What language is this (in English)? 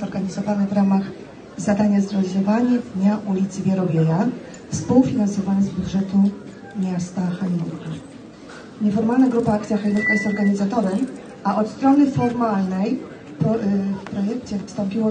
Polish